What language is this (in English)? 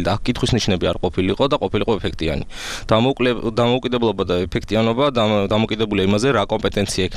Georgian